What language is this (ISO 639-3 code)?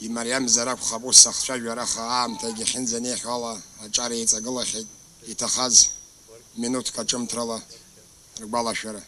abk